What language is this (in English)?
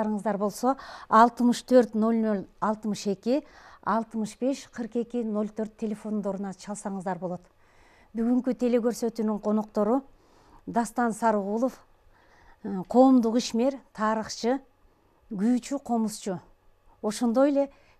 Kyrgyz